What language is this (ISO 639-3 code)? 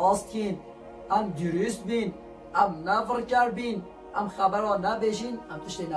kur